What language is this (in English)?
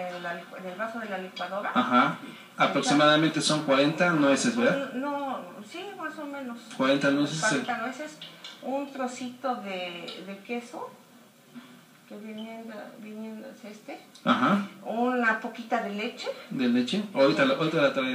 Spanish